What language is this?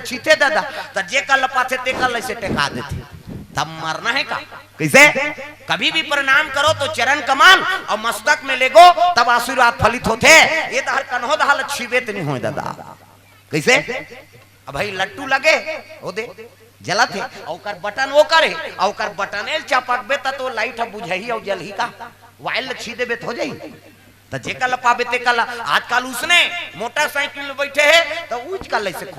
Chhattisgarhi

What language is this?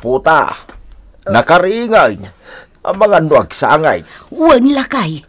Iloko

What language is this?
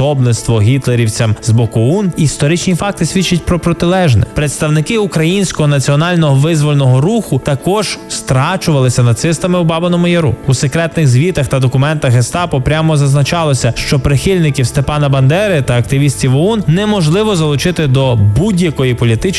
Ukrainian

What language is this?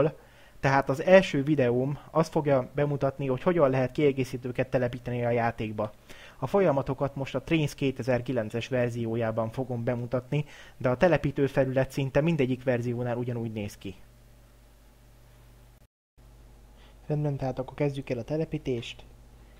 Hungarian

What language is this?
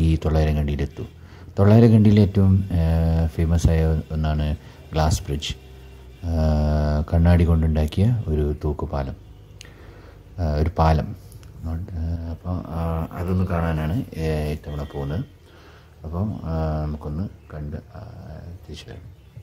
Malayalam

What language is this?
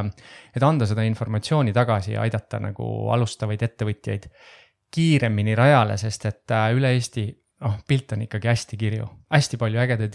Estonian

